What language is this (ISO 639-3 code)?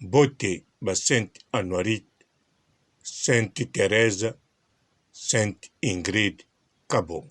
lin